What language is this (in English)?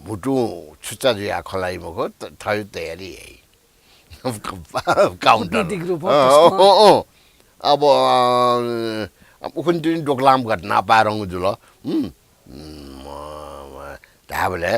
Newari